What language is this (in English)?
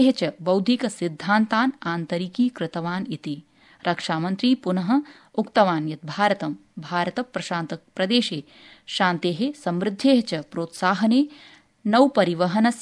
Sanskrit